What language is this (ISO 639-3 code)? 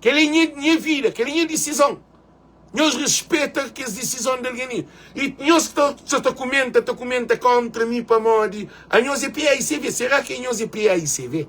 kea